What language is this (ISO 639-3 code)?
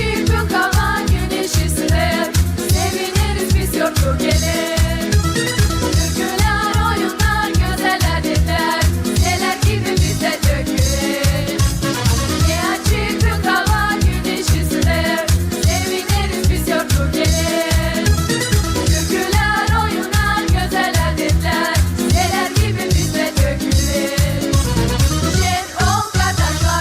gag